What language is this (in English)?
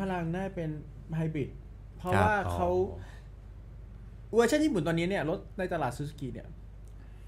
Thai